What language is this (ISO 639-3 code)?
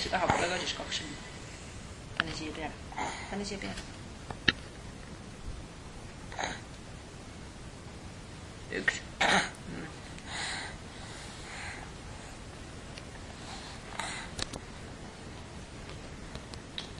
est